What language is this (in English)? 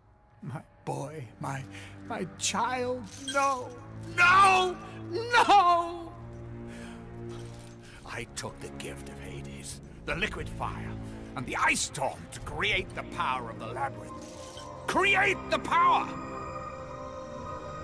English